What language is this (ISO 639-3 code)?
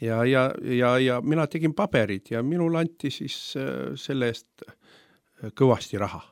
est